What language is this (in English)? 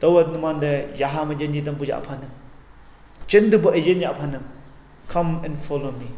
Konyak Naga